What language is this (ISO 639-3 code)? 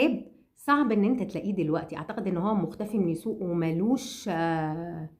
arz